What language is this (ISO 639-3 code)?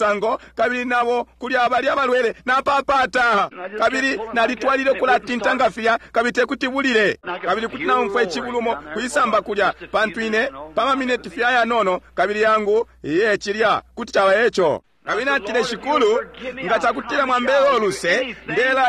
bem